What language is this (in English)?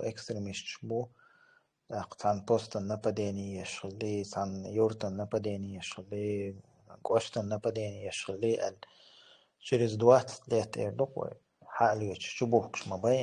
Chechen